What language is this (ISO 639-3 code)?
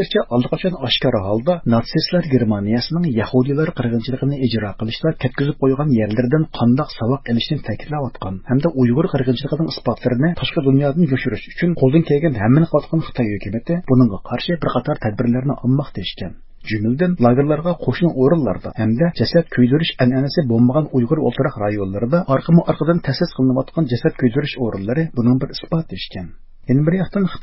uig